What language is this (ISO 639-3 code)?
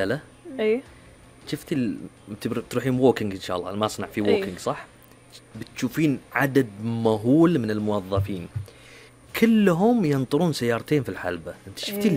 afb